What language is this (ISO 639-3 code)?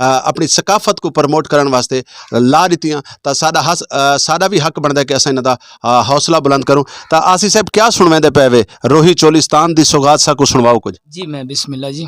skr